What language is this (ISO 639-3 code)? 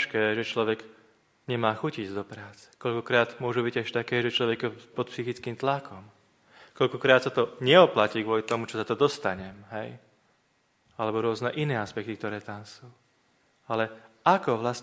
slk